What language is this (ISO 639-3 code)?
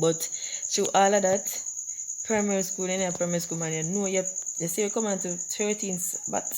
jam